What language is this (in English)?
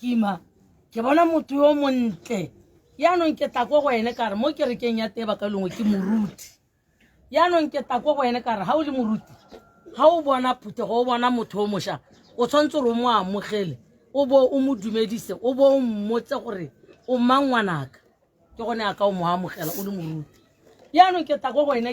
Tswana